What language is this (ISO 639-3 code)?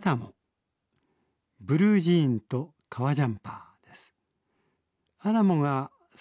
jpn